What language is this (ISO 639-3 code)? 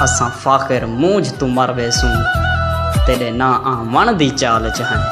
skr